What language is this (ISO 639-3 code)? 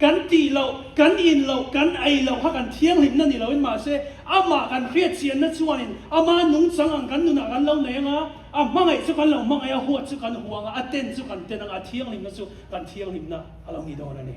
lus